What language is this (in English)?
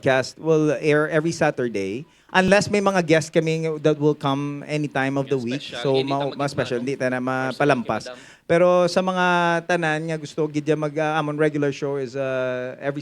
Hiligaynon